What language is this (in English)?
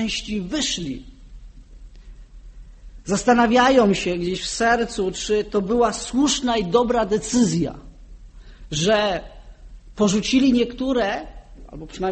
Polish